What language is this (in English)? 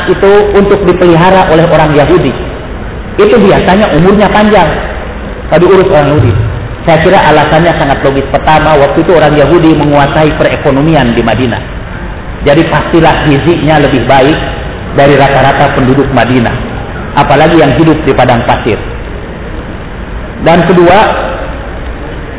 Indonesian